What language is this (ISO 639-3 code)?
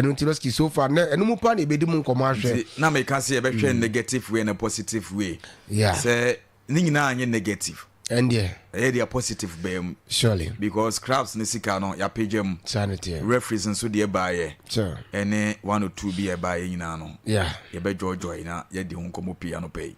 aka